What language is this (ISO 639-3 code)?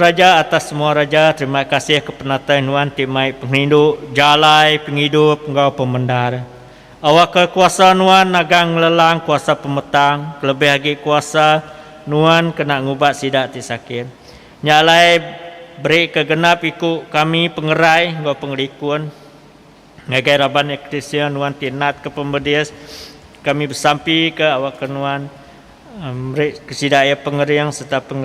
iba